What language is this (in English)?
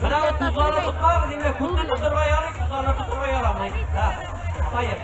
Tatar